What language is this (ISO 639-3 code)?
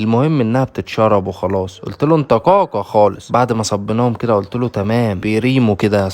arz